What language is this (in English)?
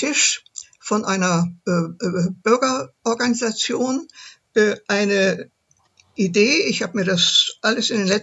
German